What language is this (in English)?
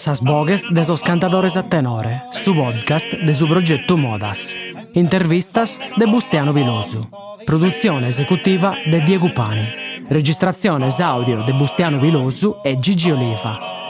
Sardinian